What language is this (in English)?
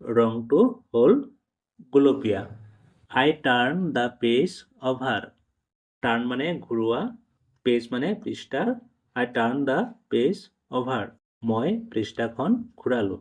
Assamese